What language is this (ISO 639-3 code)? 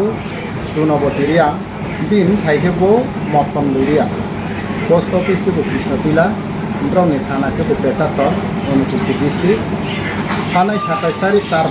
ria